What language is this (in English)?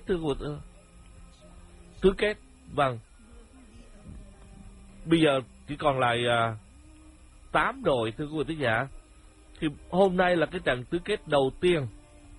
Vietnamese